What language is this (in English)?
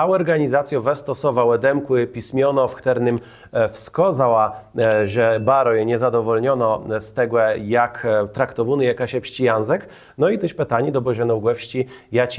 Kashubian